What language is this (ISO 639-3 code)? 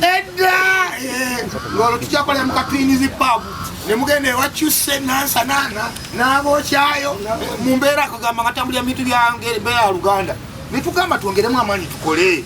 lug